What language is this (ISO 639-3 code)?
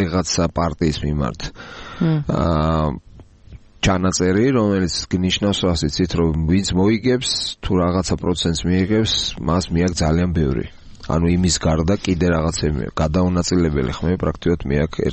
kat